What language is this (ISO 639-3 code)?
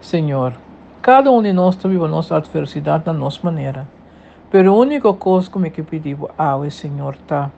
pap